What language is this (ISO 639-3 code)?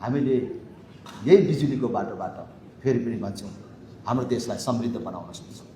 nep